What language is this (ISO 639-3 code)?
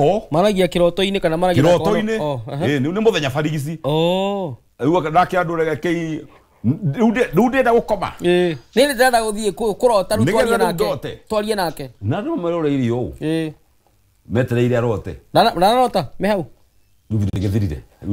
kik